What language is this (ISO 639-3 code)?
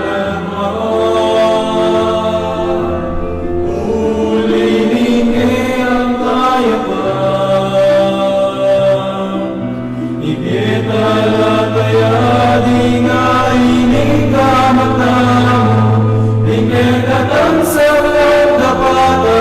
pam